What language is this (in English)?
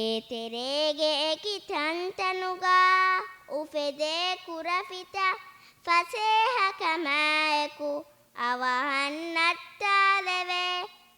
Divehi